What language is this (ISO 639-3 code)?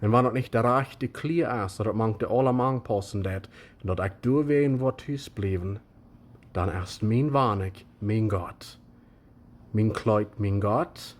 pdt